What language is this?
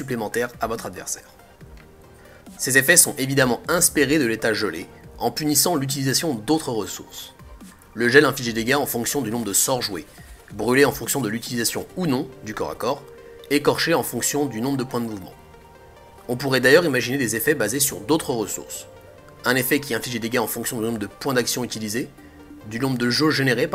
French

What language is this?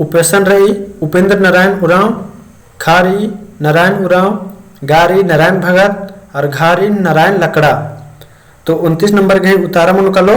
Kurukh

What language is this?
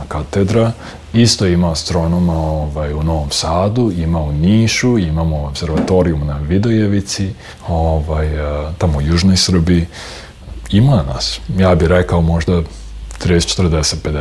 Serbian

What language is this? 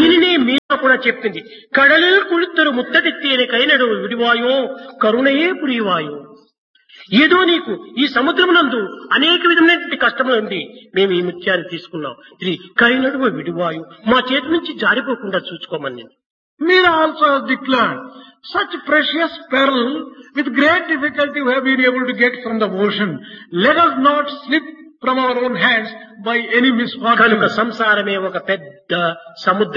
Telugu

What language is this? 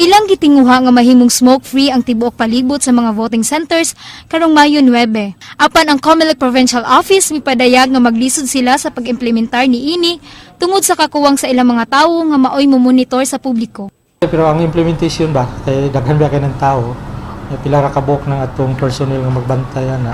Cebuano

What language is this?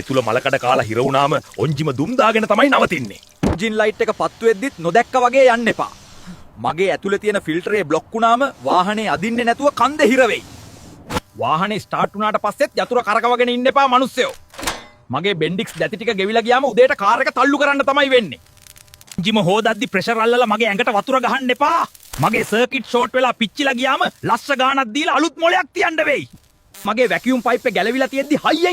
Sinhala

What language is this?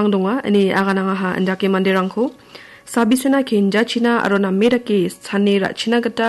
Garo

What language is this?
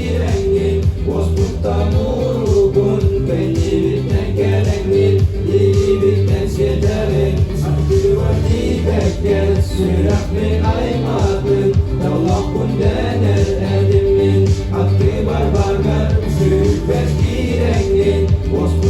Yakut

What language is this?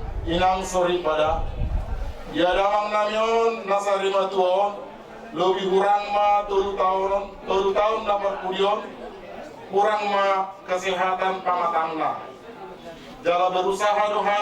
Batak Toba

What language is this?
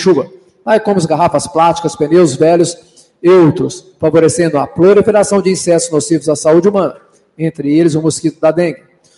Portuguese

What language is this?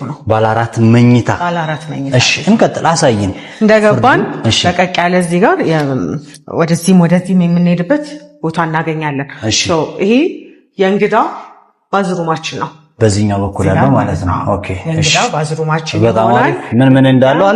Amharic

